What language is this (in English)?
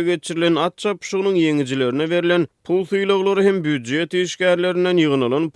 Turkmen